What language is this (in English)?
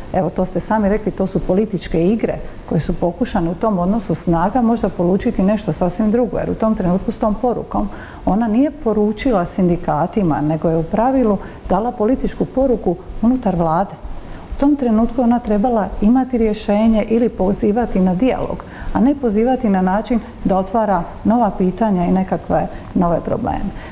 Croatian